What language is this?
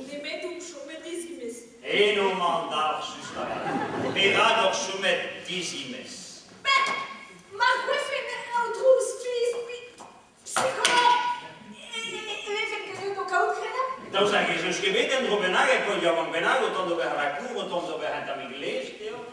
Breton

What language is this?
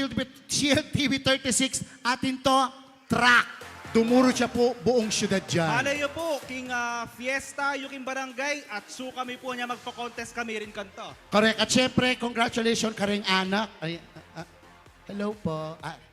Pampanga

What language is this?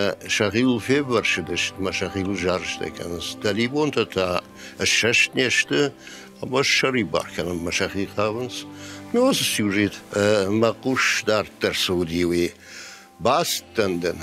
Ossetic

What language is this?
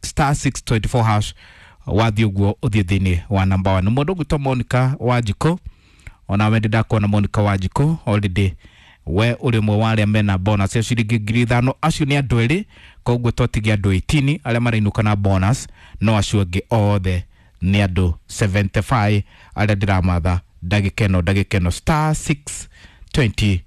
Kikuyu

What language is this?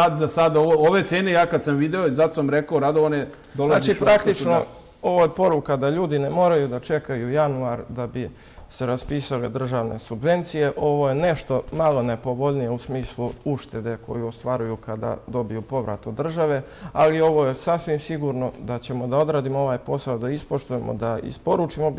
Serbian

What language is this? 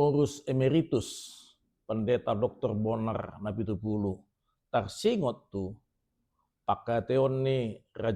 Batak Toba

